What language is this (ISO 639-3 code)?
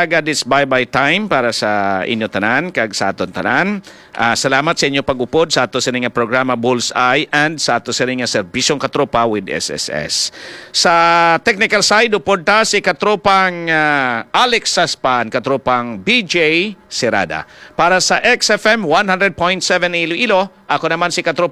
hil